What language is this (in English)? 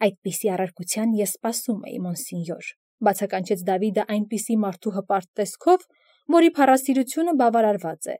Armenian